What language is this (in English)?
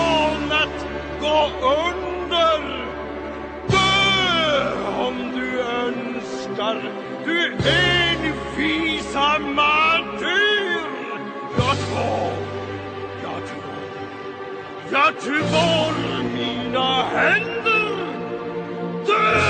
Swedish